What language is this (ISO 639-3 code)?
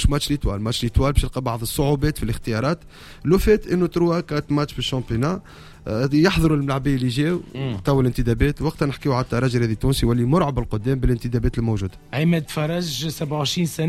aeb